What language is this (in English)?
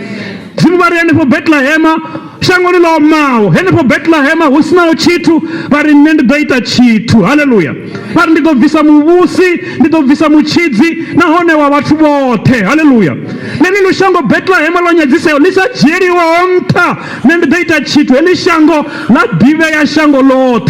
Venda